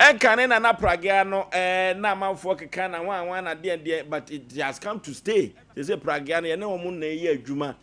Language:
Akan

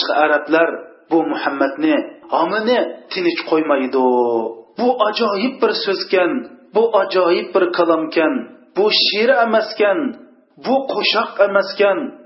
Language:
Uyghur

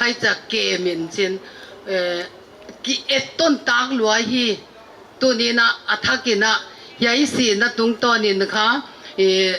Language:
Paite Chin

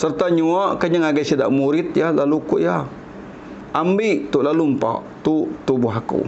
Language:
Iban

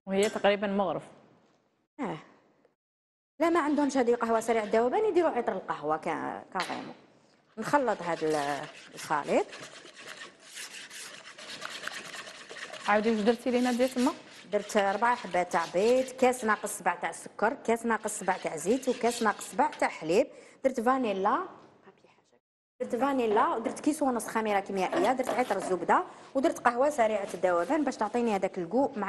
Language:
Algerian Arabic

